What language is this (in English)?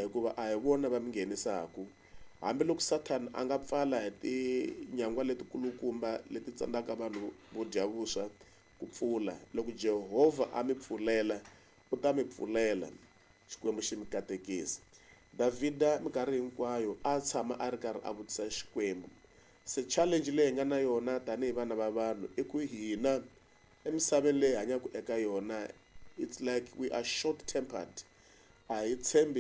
Tsonga